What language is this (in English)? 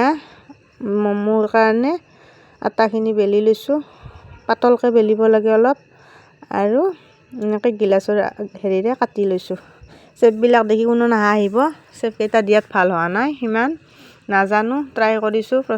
Assamese